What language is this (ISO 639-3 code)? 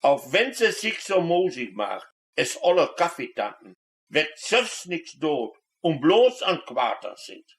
wep